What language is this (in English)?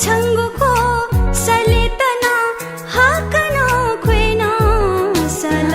Newari